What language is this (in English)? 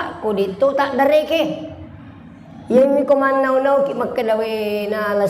Buginese